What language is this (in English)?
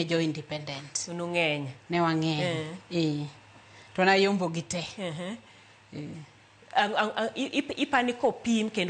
Luo (Kenya and Tanzania)